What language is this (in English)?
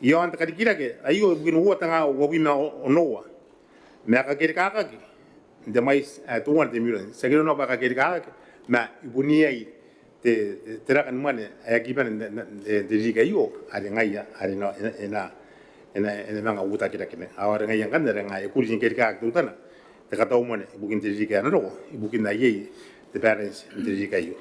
Gilbertese